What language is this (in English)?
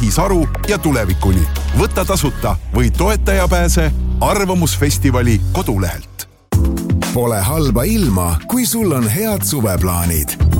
Estonian